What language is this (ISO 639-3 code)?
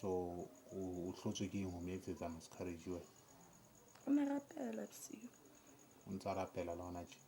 sot